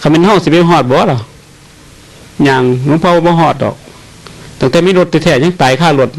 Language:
Northeastern Thai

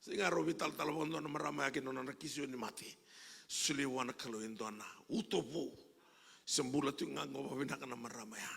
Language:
Fijian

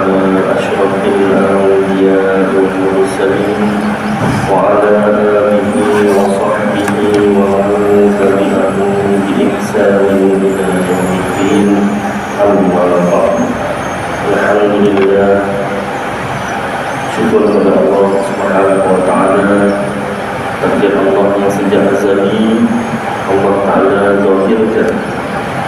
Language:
Malay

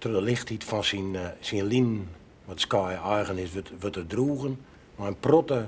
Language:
Western Frisian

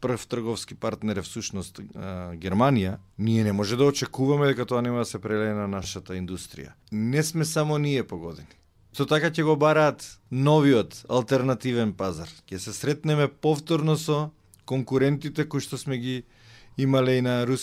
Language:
Macedonian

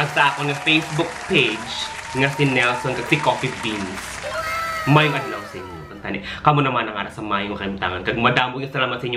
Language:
Hiligaynon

